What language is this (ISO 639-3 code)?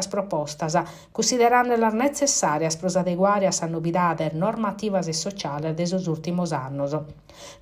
srd